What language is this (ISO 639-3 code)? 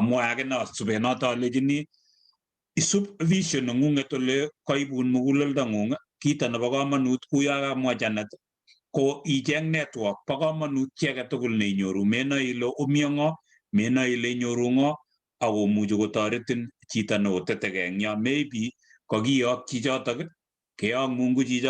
kln